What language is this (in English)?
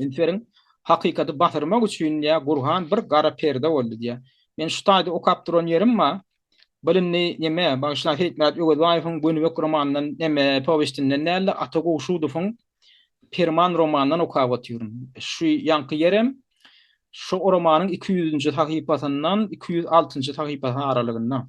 Turkmen